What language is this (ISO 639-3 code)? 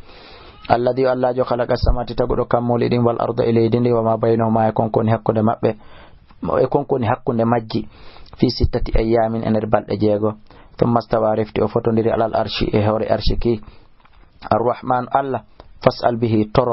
ful